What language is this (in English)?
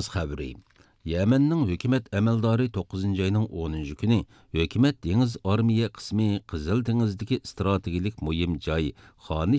Uyghur